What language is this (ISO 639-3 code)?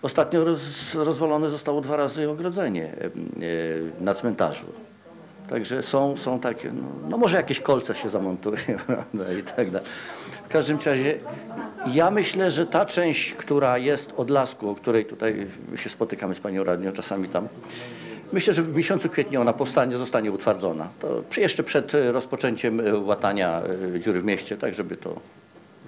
pol